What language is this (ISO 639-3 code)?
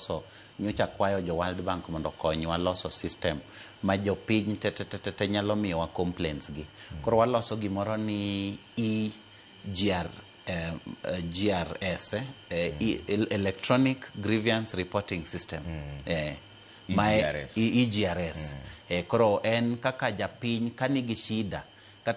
luo